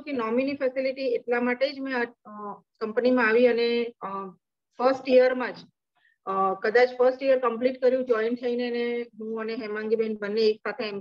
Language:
Gujarati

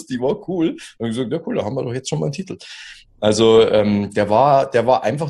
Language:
German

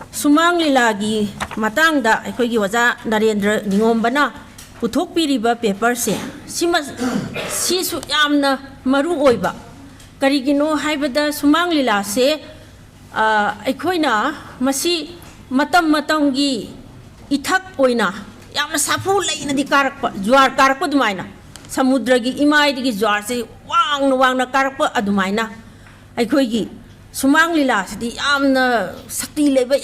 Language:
Manipuri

